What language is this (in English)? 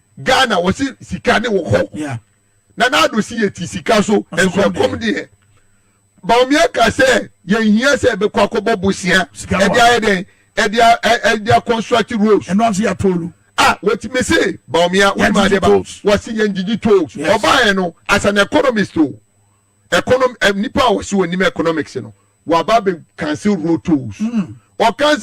Akan